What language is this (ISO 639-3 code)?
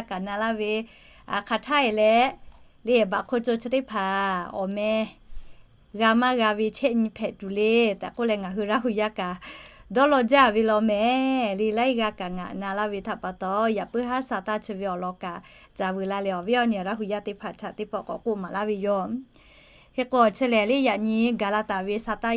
lhu